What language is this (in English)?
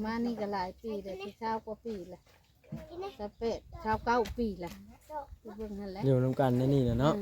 Northeastern Thai